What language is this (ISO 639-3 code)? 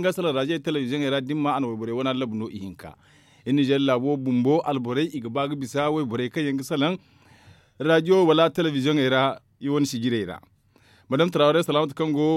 dje